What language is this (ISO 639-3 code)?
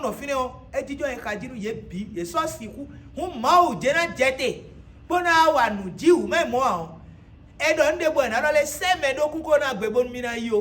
fon